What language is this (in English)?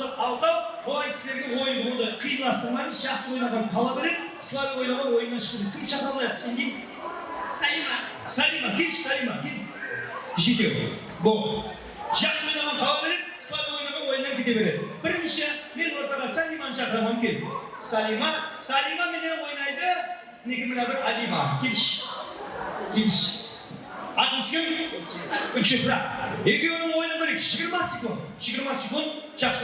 Kara-Kalpak